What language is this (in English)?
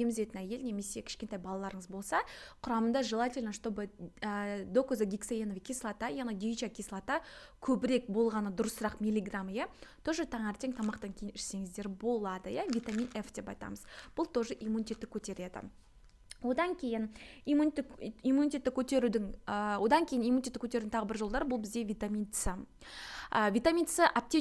Kazakh